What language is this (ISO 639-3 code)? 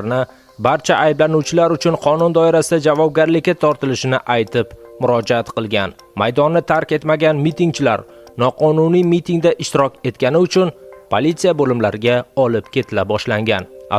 uzb